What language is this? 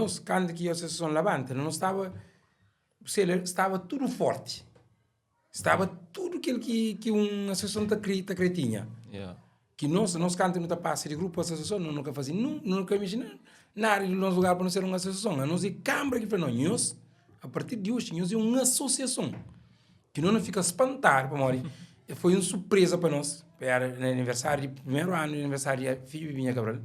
Kabuverdianu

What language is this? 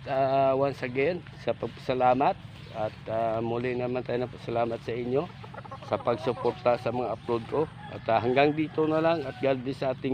Filipino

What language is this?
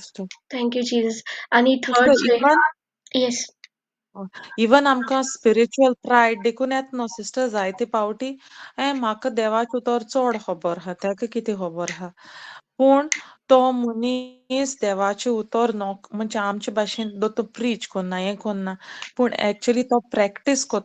Konkani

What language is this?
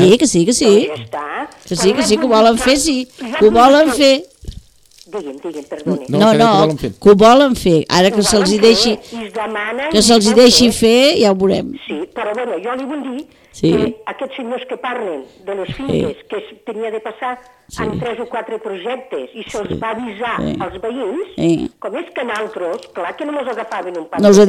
Catalan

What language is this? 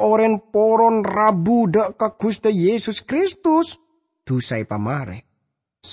Madurese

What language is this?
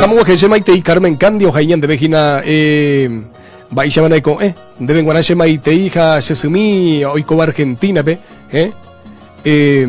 Guarani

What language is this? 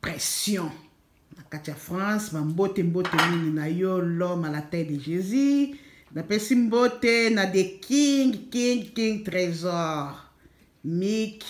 Lingala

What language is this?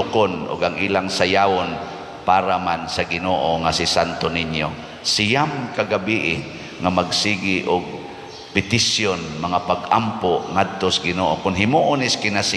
Cebuano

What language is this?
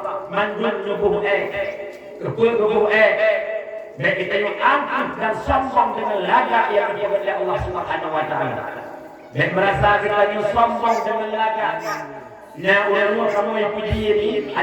Achinese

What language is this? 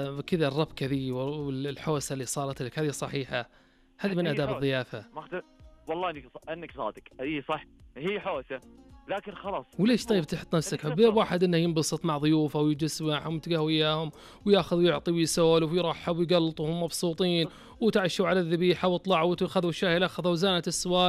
Najdi Arabic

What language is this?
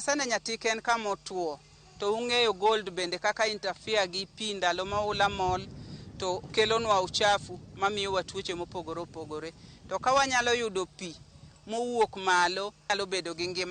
Luo (Kenya and Tanzania)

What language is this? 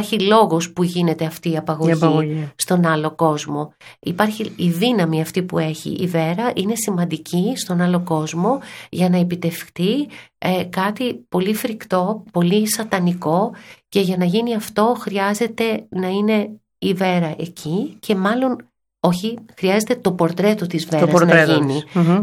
Greek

